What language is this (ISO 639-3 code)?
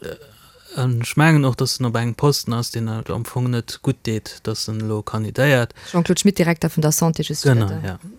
ltz